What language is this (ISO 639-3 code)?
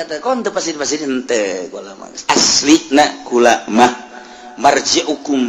sun